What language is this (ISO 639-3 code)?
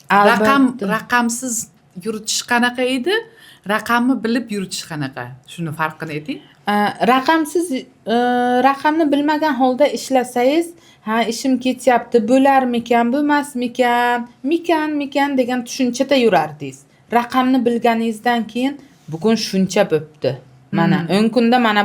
uzb